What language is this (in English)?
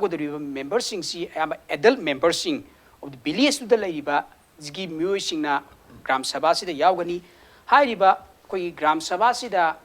Manipuri